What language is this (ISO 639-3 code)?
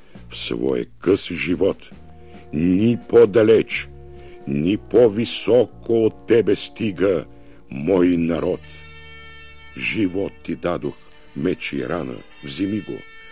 bul